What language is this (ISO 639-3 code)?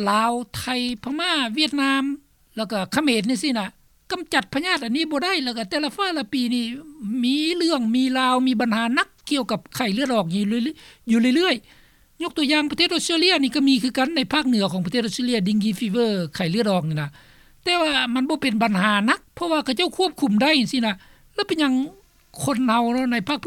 lao